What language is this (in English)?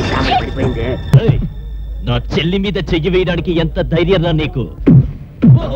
Telugu